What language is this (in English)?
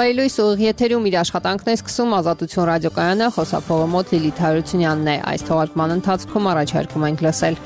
Armenian